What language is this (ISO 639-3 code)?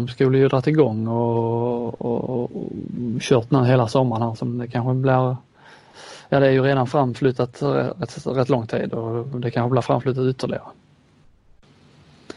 swe